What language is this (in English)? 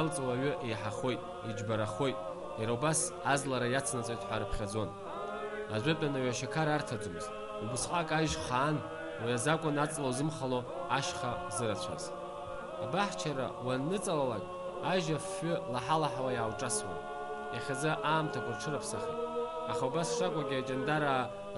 Abkhazian